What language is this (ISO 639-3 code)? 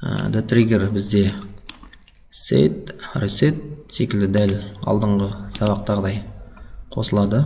kaz